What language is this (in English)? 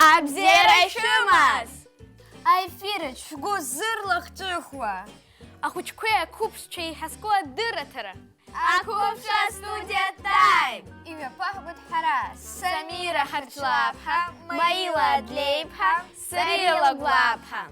Abkhazian